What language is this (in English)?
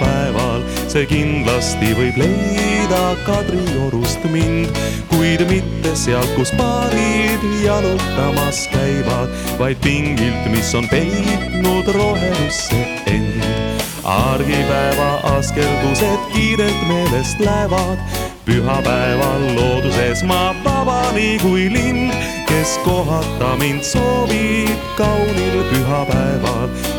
Estonian